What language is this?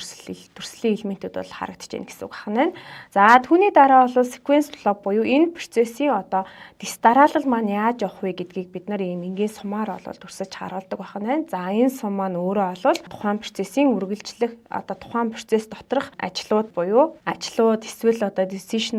Mongolian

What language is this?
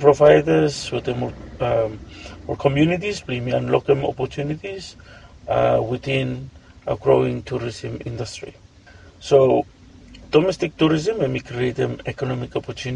Bislama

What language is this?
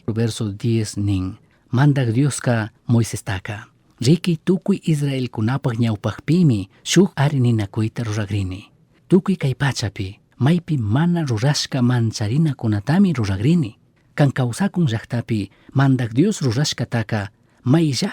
Chimborazo Highland Quichua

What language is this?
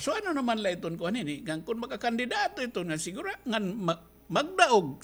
Waray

